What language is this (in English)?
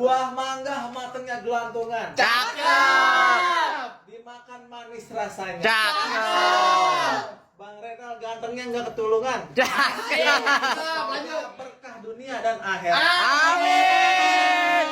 Betawi